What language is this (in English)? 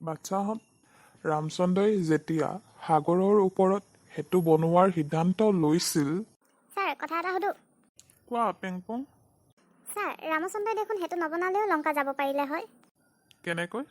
Assamese